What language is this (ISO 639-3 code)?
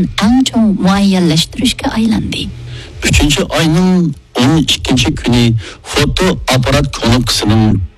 uig